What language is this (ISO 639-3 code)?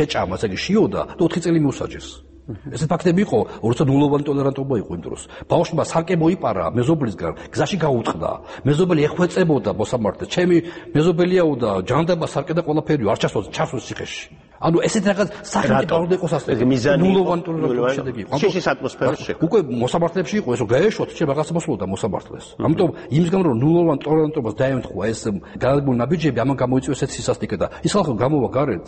kat